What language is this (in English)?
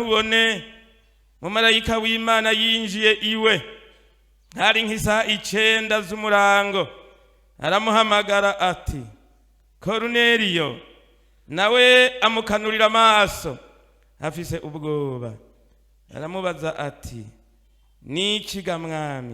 Rundi